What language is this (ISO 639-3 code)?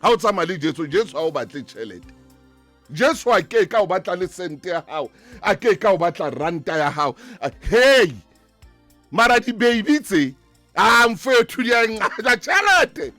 sot